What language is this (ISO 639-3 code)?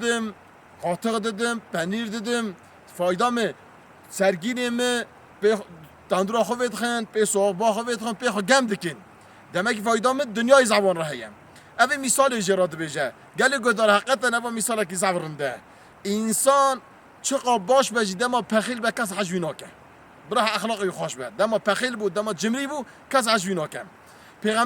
kur